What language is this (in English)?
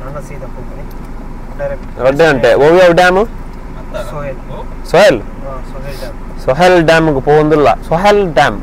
Tulu